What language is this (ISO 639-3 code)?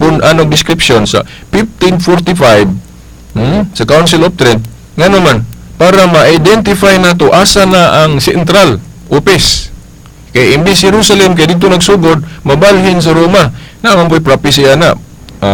ceb